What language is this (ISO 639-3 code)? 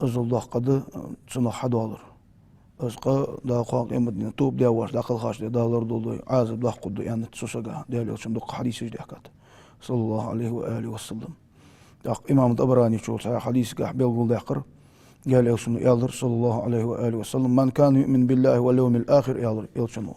inh